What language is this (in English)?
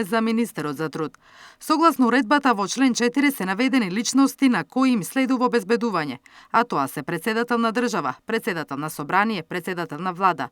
Macedonian